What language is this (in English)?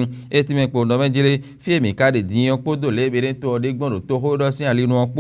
Fon